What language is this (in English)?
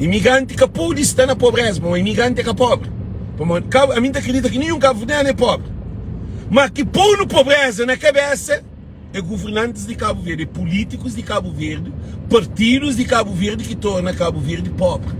Kabuverdianu